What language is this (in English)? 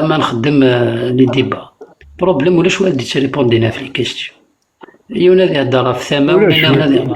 Kabyle